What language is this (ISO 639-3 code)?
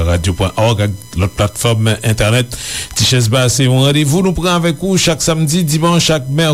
hat